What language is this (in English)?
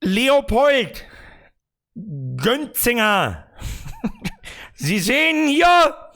Bavarian